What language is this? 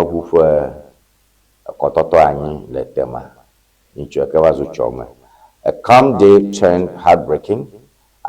Ewe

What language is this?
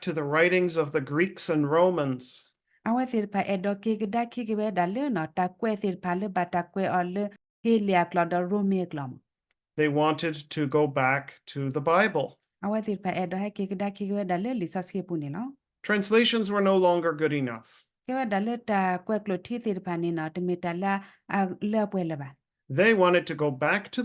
S'gaw Karen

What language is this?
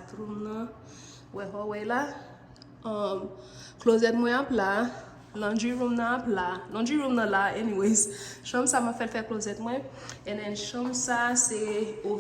Haitian Creole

